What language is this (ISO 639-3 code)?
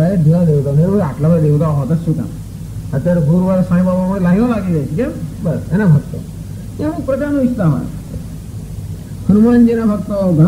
guj